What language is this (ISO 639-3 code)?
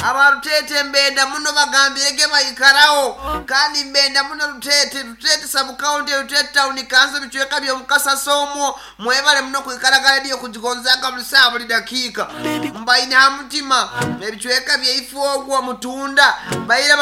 nyo